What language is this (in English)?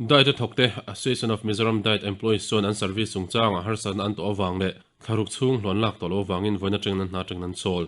Mizo